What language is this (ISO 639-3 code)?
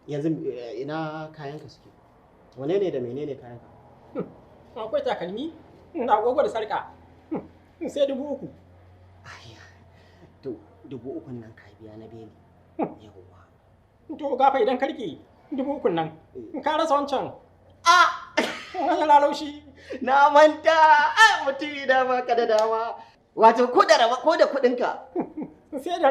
hau